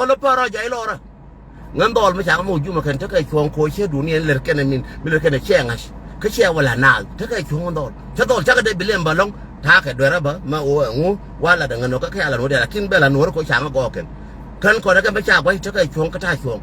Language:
Nuer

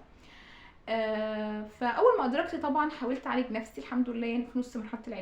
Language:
Egyptian Arabic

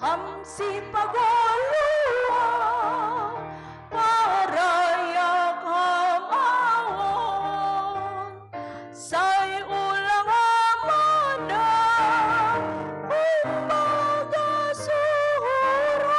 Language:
Batak Simalungun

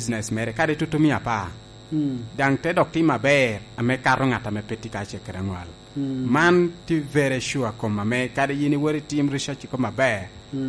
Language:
Lango (Uganda)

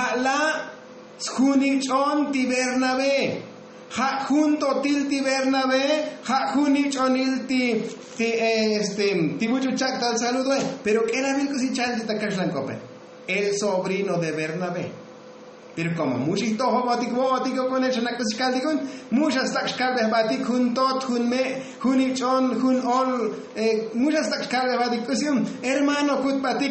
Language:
Tzotzil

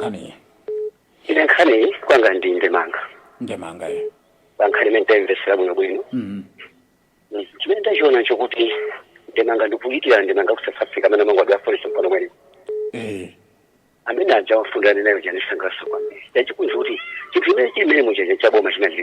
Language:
Nyanja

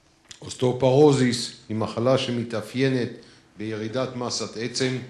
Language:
Hebrew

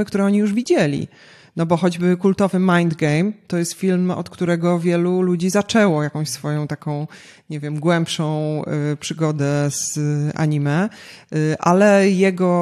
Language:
Polish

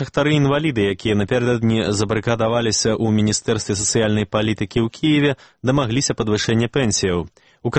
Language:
Belarusian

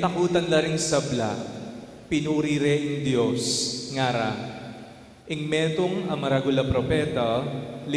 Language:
Pampanga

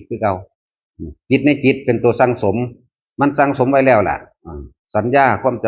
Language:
Northeastern Thai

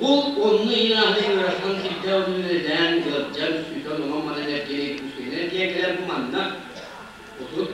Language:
Yakut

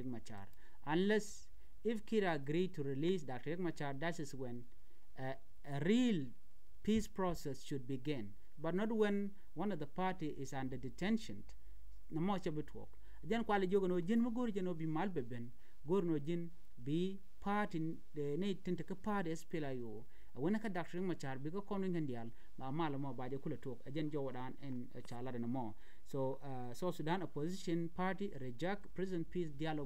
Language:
Nuer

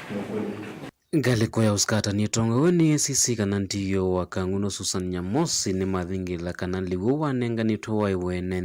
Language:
Kamba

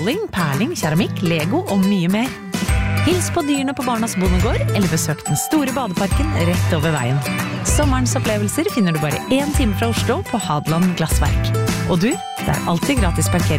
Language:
Norwegian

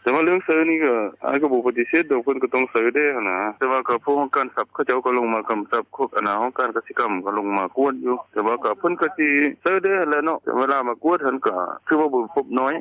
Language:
Lao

